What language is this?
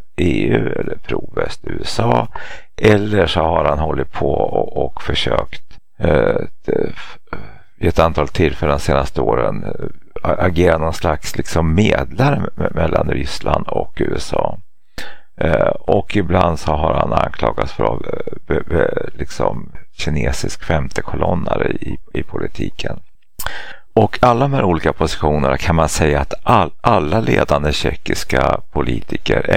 Swedish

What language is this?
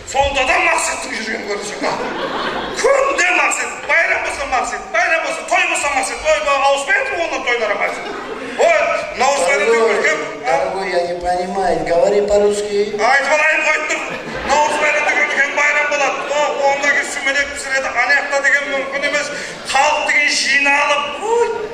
Kara-Kalpak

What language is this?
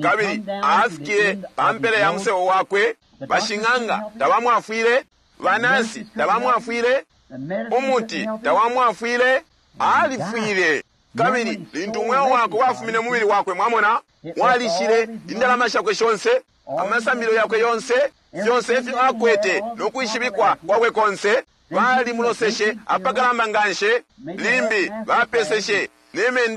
Bemba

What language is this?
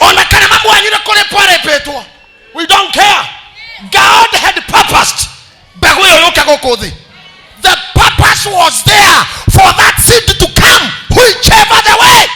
Kikuyu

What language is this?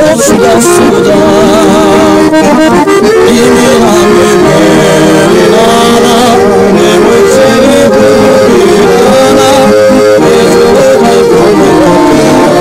Croatian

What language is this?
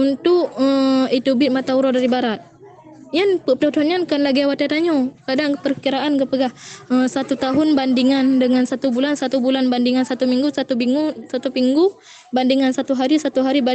Achinese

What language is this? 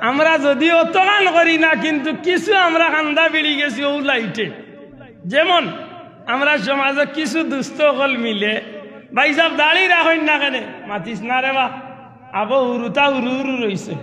Sylheti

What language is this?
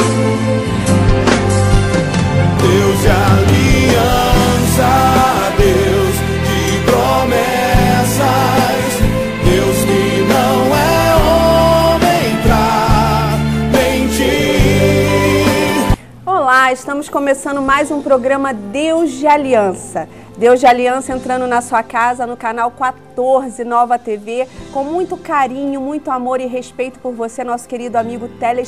Portuguese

